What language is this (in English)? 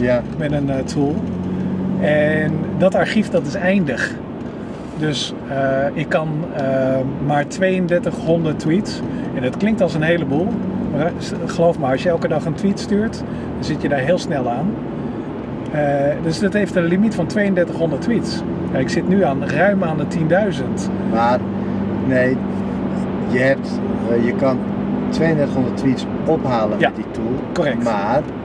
Dutch